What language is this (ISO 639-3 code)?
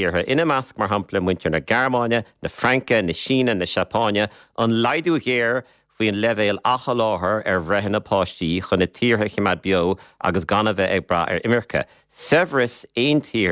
gle